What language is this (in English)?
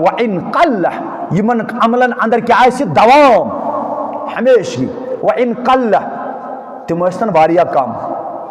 Kashmiri